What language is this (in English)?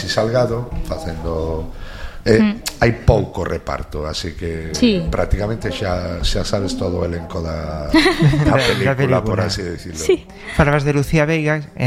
Galician